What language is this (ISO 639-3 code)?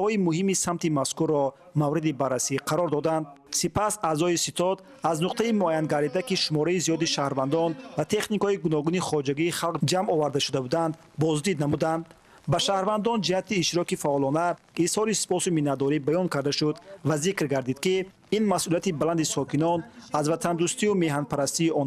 tgk